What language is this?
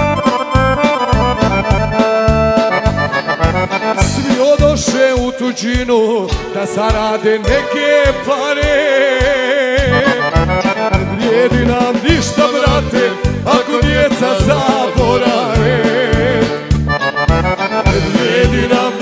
Croatian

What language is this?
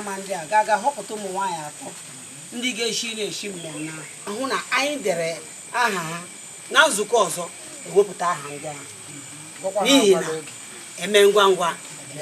Igbo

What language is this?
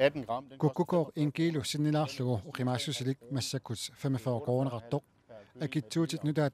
Kalaallisut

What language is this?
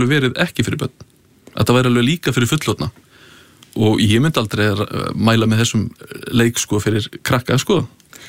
Icelandic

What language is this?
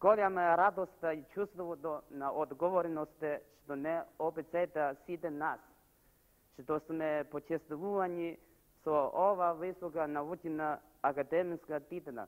Macedonian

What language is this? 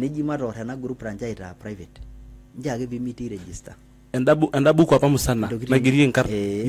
Masai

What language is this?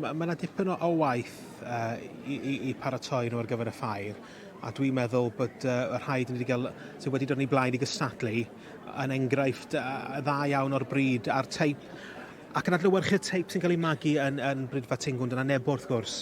Welsh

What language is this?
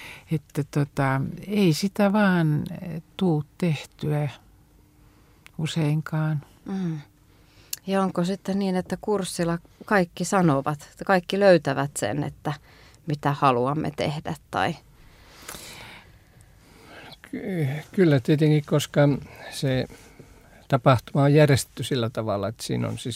Finnish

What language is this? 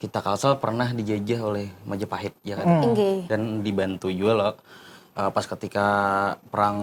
Banjar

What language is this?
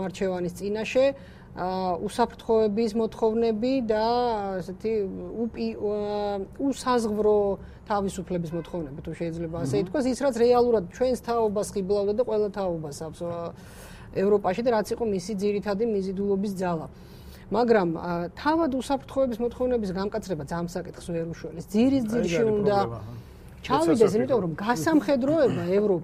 Georgian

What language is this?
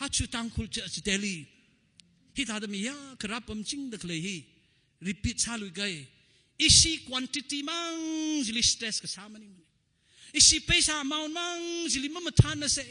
Tangkhul Naga (India)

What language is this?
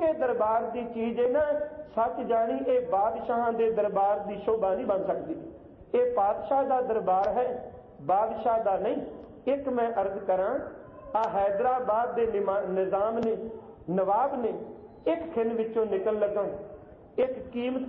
Punjabi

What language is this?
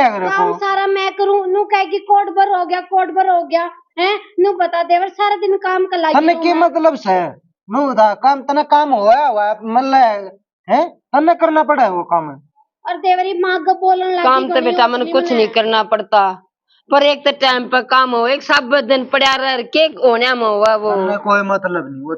Haryanvi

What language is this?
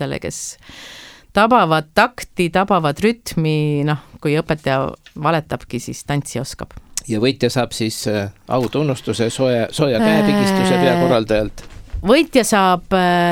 Estonian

